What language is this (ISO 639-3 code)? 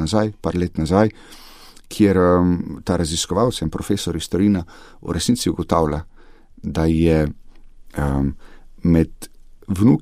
slv